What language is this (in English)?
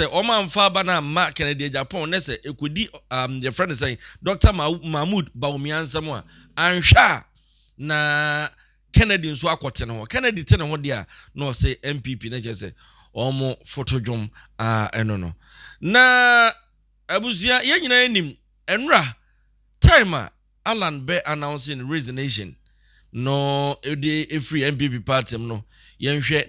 Akan